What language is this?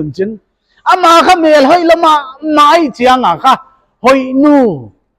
Paite Chin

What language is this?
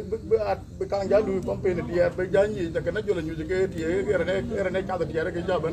Dinka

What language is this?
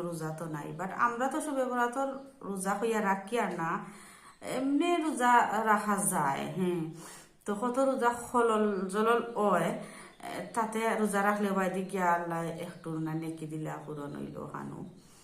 Sylheti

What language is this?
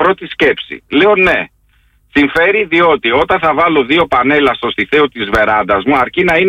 Greek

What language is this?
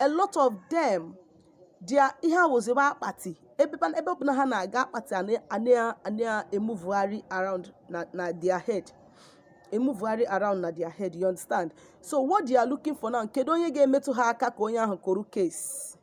Igbo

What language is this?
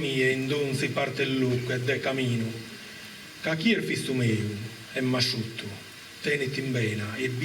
Sardinian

